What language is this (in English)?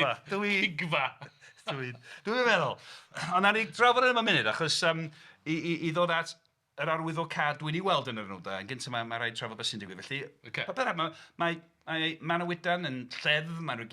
Welsh